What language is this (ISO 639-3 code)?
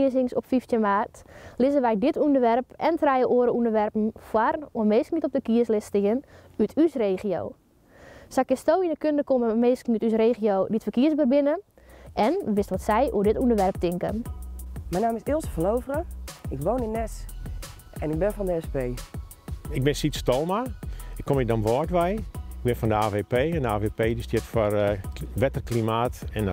fry